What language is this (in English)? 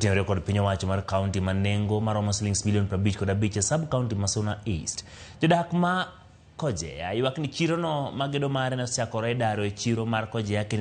Luo (Kenya and Tanzania)